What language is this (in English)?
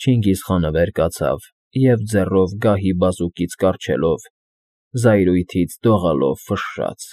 Armenian